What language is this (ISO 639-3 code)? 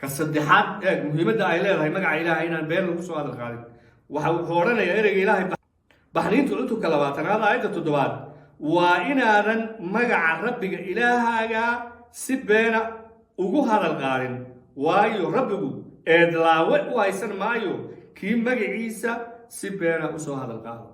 som